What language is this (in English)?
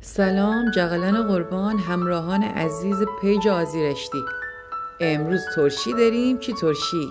Gilaki